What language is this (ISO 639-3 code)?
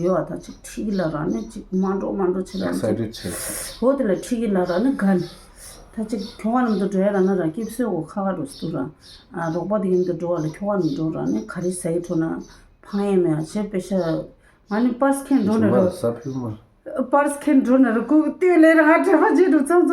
bod